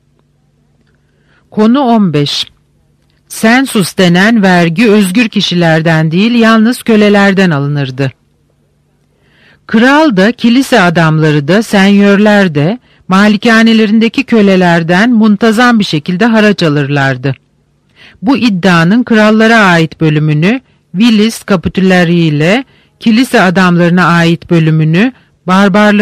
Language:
Turkish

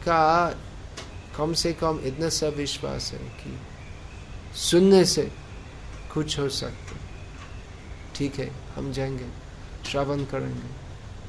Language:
Hindi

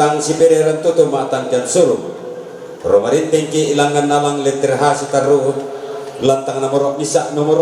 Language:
Toraja-Sa'dan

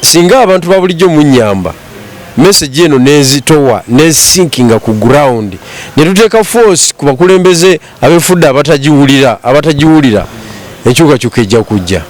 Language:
Ganda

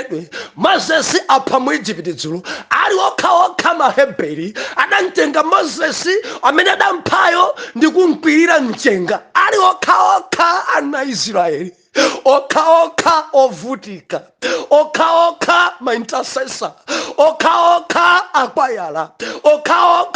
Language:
Nyanja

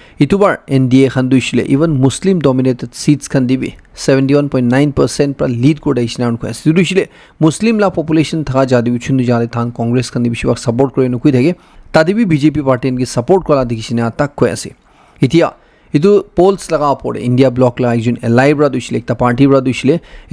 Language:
Naga Pidgin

